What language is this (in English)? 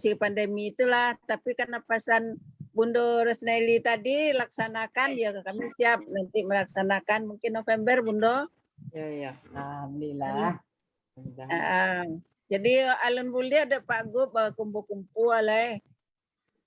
Minangkabau